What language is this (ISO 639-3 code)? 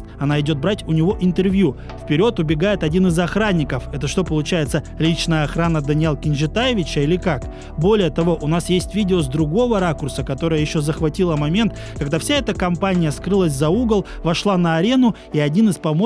rus